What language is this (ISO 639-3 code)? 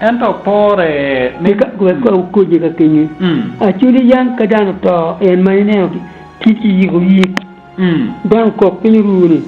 ach